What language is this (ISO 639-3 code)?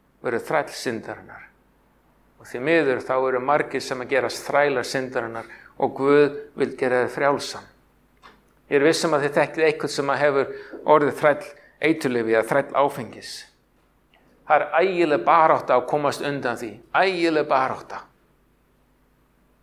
isl